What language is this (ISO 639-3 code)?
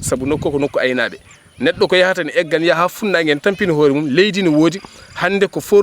ful